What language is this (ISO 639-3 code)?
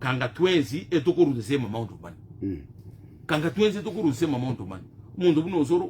guz